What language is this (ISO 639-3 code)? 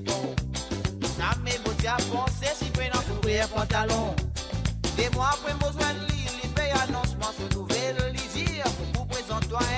mfe